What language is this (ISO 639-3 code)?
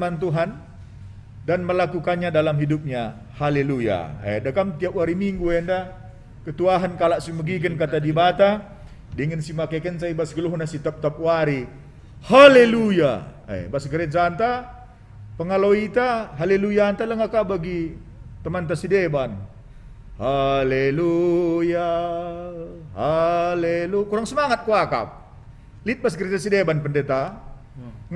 btx